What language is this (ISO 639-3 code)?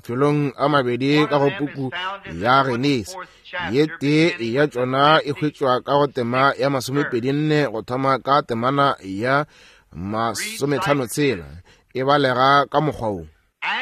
nso